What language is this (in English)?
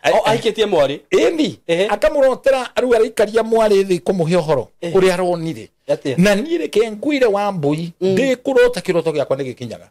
Kikuyu